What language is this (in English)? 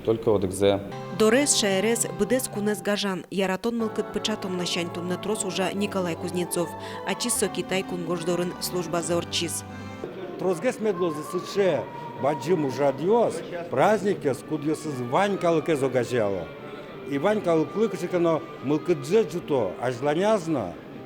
Udmurt